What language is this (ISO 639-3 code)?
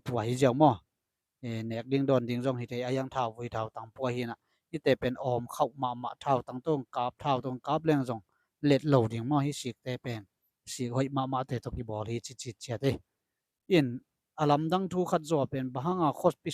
ctd